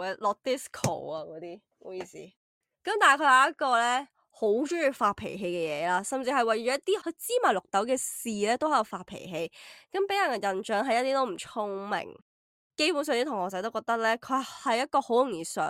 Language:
Cantonese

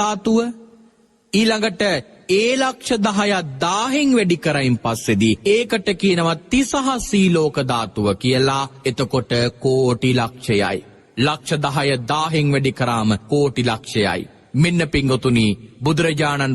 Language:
Sinhala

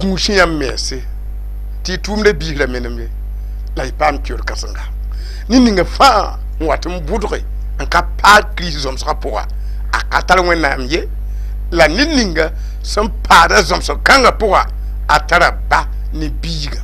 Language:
Mossi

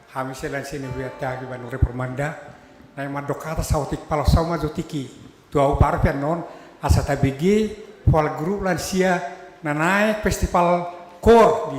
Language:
Batak Toba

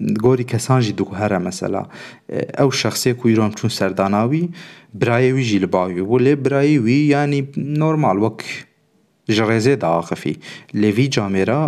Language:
Kurdish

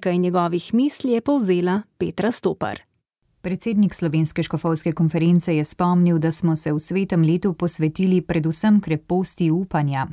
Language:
Slovenian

